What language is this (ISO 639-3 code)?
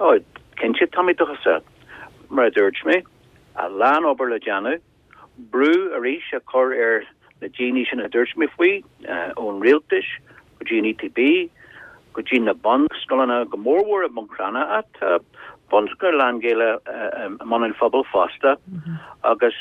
gle